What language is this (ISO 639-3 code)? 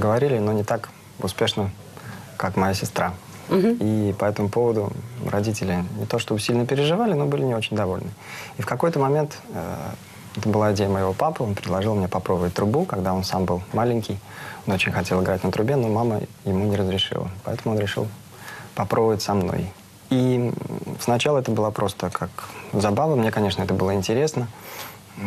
rus